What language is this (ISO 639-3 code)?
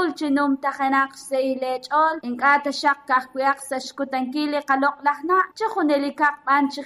kek